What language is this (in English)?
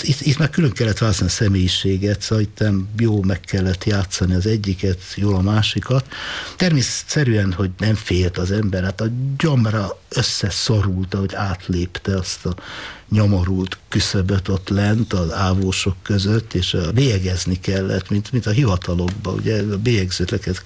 Hungarian